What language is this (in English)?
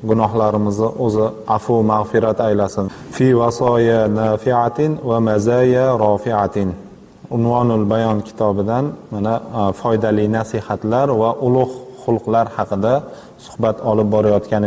Uzbek